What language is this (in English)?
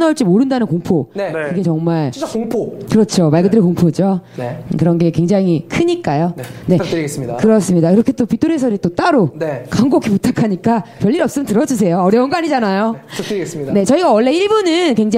Korean